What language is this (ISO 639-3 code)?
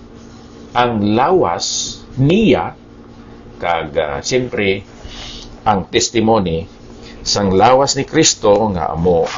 hil